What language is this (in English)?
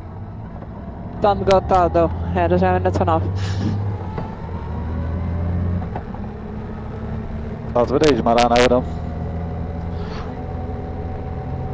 Dutch